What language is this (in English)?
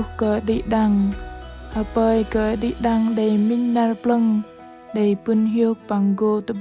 Bahnar